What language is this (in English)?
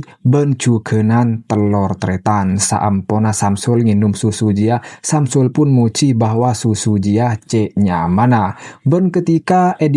Madurese